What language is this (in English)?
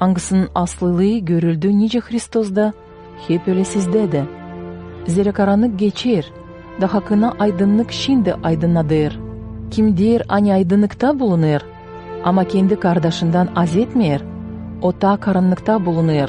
Gagauz